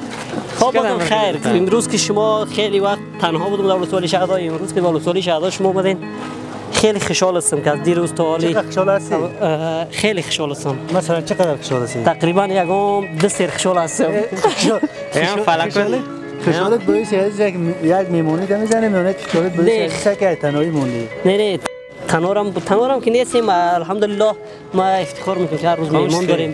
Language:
Persian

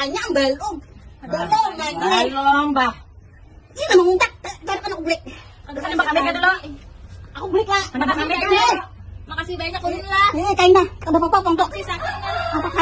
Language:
Banjar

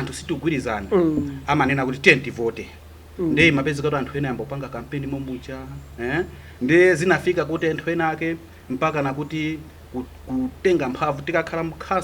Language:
Nyanja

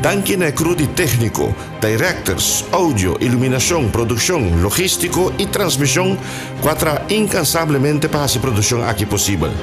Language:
Papiamento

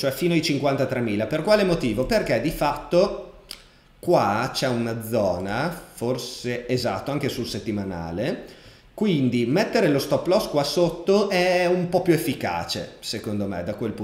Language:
Italian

